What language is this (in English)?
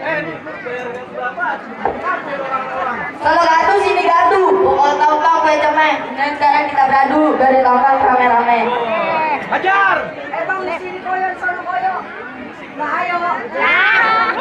Betawi